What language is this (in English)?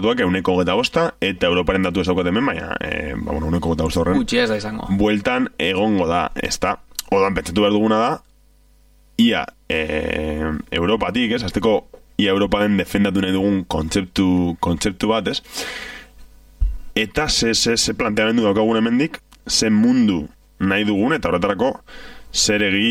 Basque